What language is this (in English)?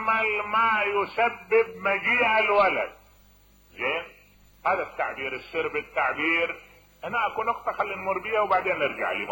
Mesopotamian Arabic